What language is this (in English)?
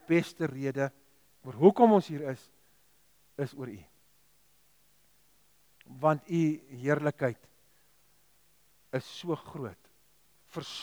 Afrikaans